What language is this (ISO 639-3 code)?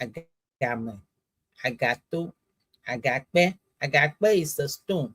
ewe